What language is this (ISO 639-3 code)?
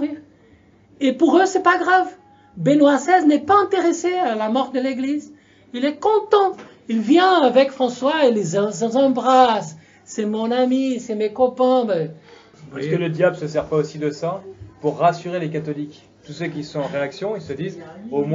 fra